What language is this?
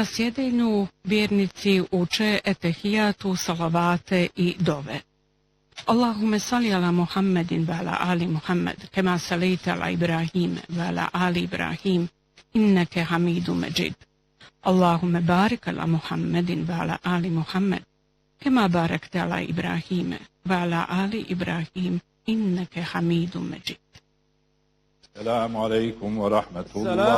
Bosnian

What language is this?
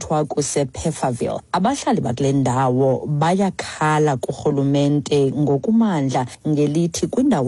Xhosa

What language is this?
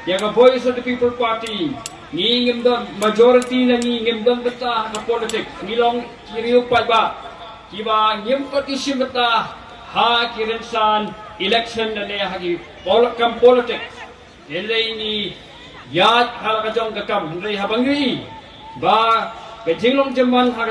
Khasi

